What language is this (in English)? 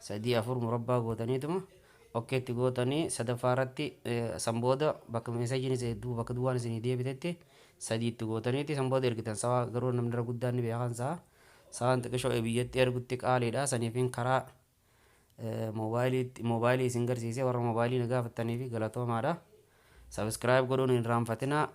Oromo